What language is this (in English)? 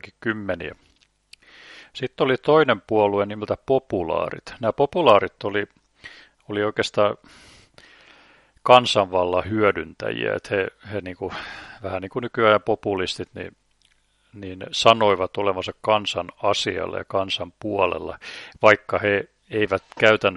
Finnish